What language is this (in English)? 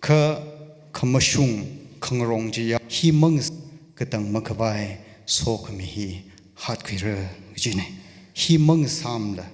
Tangkhul Naga (India)